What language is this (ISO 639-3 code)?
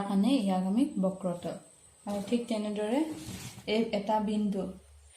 asm